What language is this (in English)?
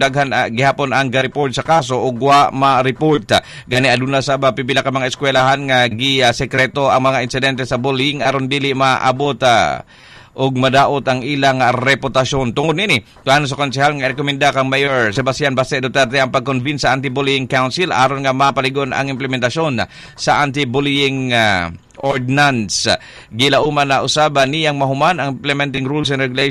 Cebuano